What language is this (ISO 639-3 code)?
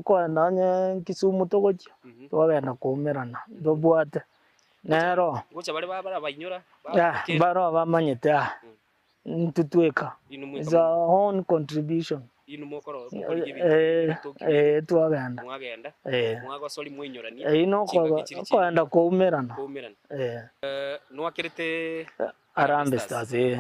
guz